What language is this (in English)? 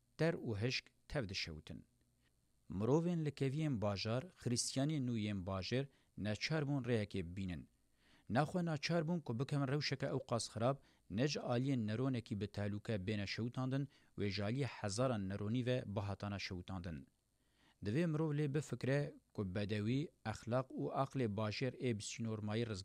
Kurdish